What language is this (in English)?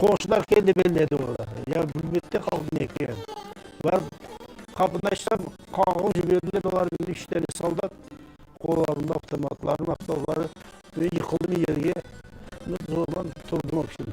Crimean Tatar